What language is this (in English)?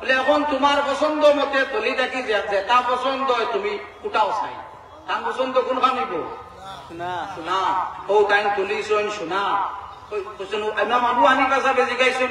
Sylheti